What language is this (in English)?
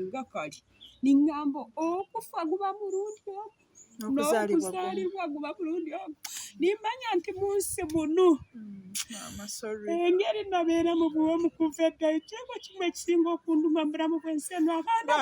Ganda